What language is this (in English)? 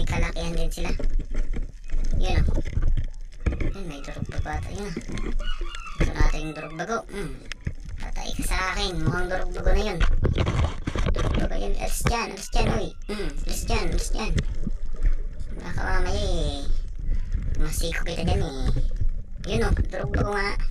Filipino